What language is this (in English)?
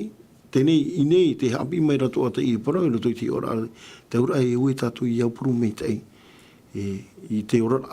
Tahitian